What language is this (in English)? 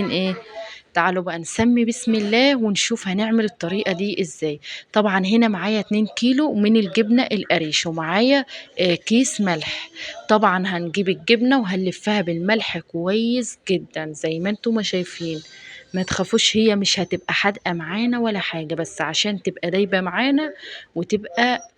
Egyptian Arabic